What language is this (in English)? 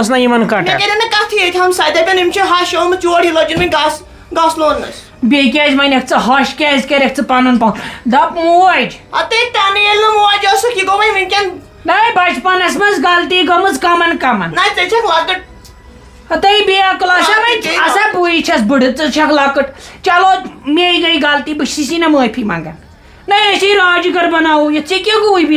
Kashmiri